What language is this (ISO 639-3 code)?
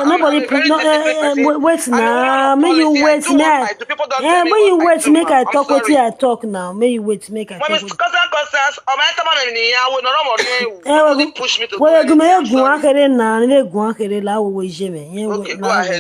pcm